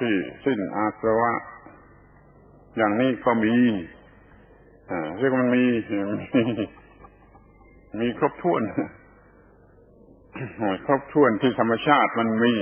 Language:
Thai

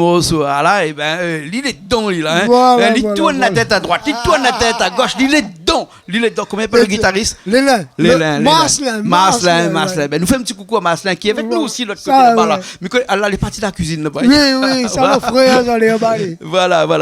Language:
Réunion Creole French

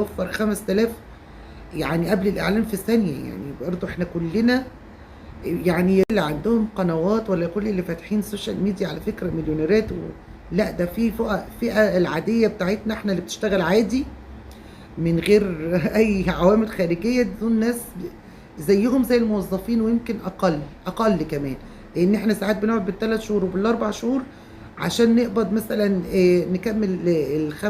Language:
Egyptian Arabic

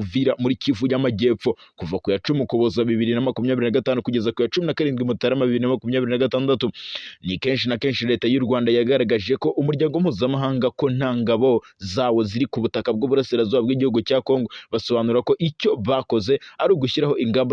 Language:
Kinyarwanda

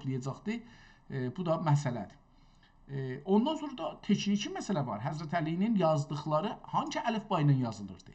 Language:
South Azerbaijani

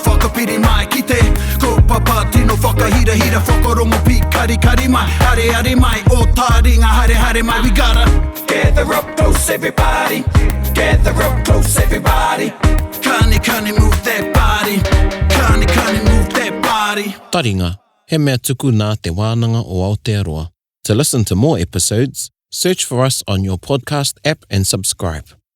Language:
Māori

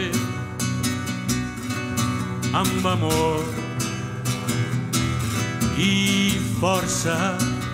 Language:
Catalan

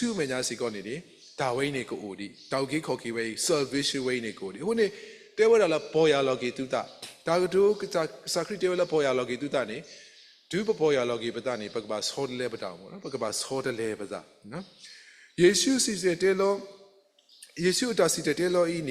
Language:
S'gaw Karen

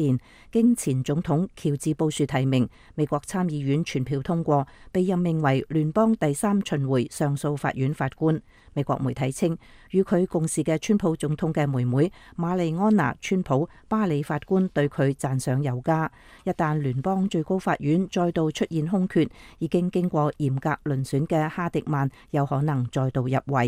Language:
Cantonese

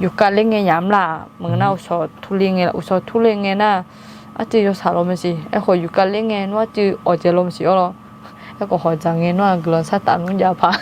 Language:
Akha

